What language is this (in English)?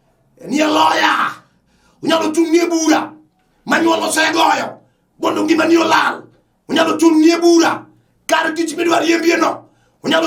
Luo (Kenya and Tanzania)